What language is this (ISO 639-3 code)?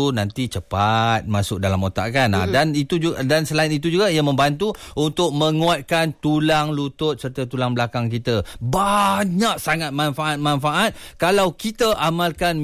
msa